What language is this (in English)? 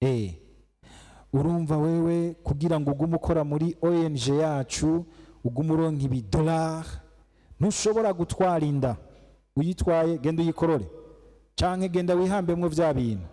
Rundi